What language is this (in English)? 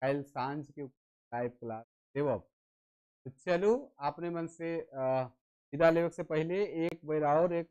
Sadri